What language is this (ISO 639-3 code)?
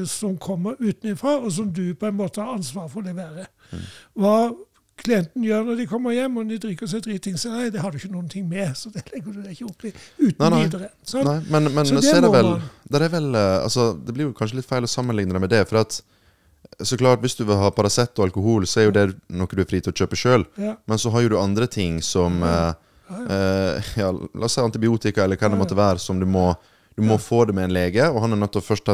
nor